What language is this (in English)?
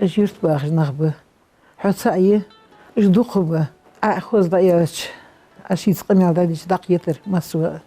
Ingush